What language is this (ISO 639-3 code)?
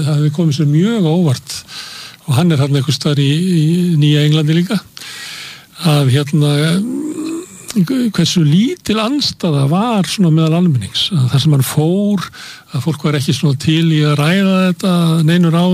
isl